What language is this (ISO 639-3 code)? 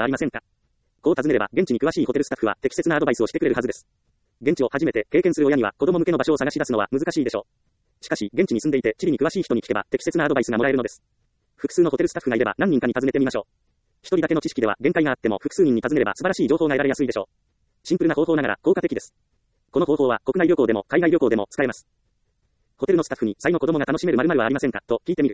jpn